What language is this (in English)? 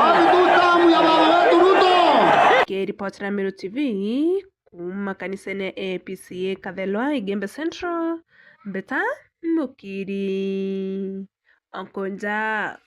Meru